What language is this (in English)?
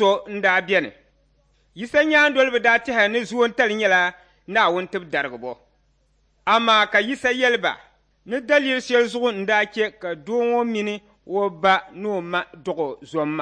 Dagbani